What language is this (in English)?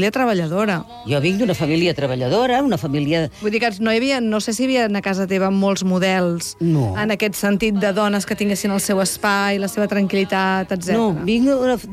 Catalan